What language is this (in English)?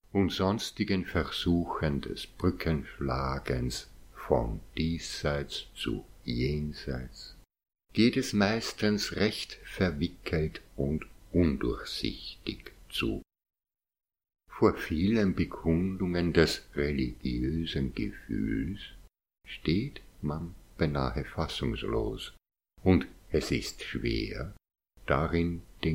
German